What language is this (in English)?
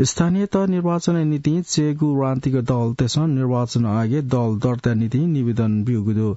Newari